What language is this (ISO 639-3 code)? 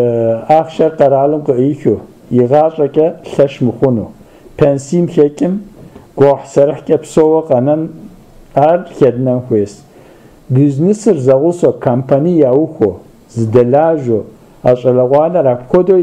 kbd